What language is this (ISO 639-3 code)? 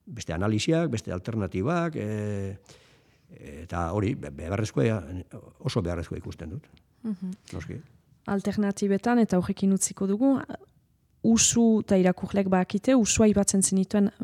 eus